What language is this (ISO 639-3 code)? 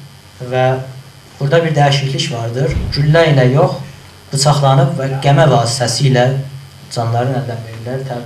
azb